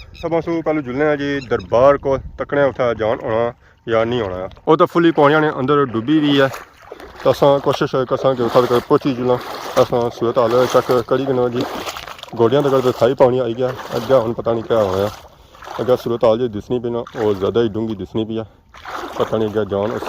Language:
Pahari-Potwari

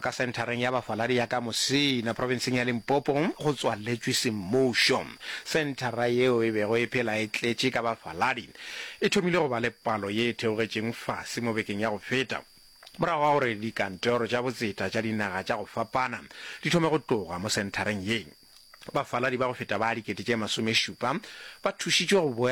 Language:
Northern Sotho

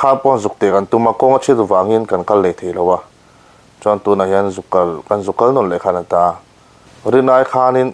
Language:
Mizo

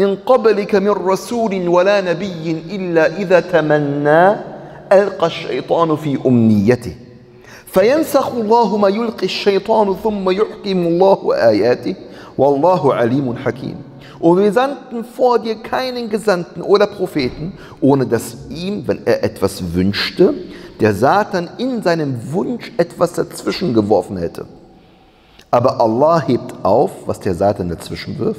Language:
German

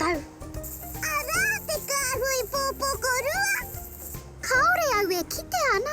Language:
Māori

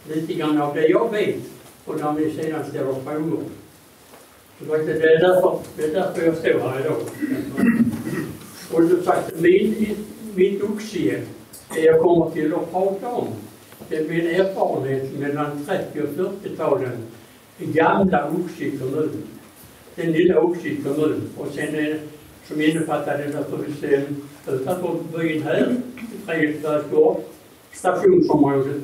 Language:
Swedish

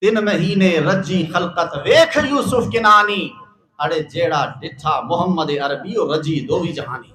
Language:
Brahui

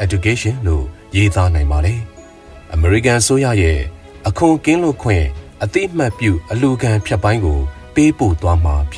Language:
Burmese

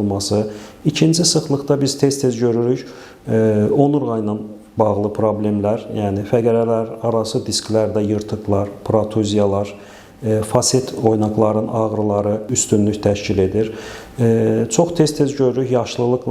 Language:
Azerbaijani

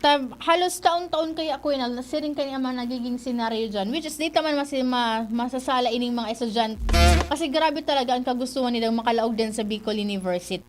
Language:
Bikol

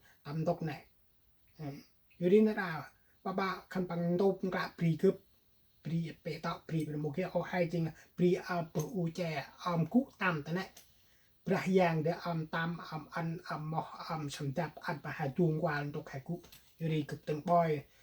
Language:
Central Mnong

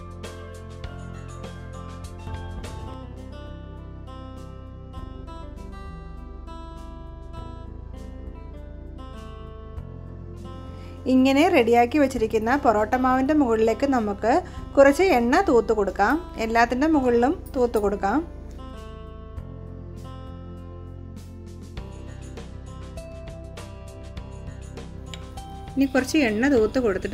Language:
Malayalam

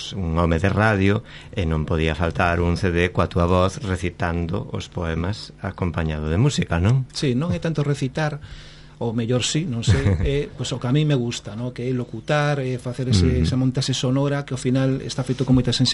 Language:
Galician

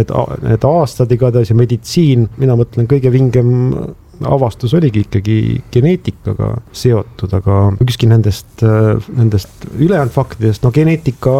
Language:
Estonian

